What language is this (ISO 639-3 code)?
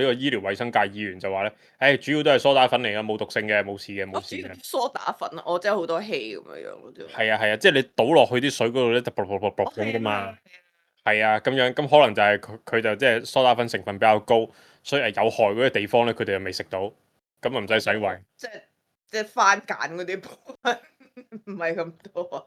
yue